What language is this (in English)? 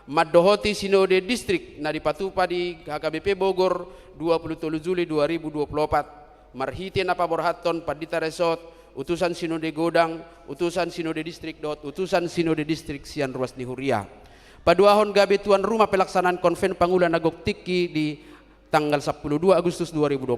Batak Toba